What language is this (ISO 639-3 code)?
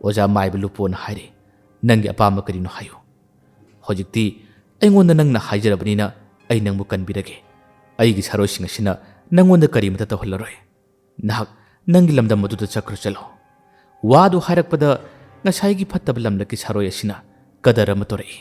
mni